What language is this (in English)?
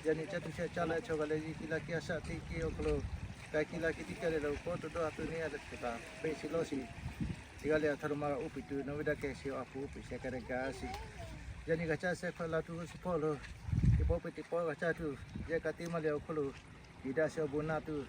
Lahu